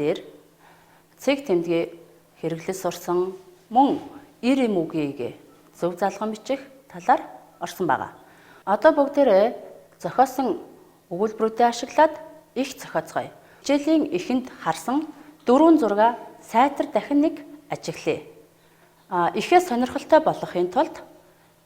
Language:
Mongolian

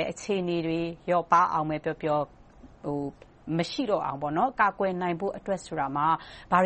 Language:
Burmese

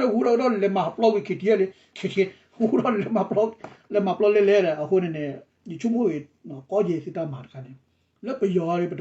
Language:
S'gaw Karen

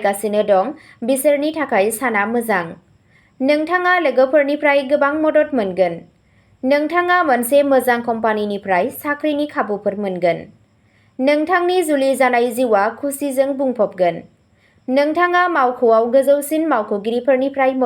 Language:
Bodo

